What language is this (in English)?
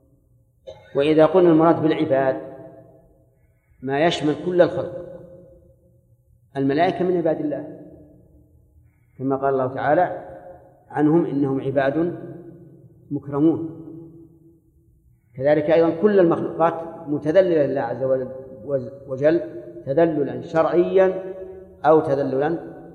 Arabic